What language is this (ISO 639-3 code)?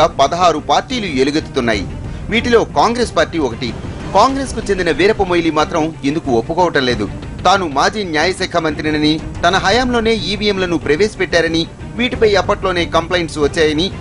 tel